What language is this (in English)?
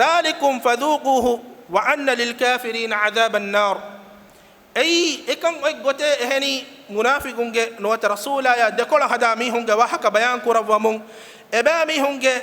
Divehi